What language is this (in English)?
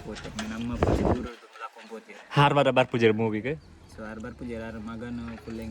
Tulu